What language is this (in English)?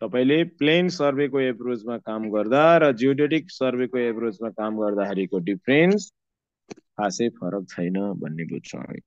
Nepali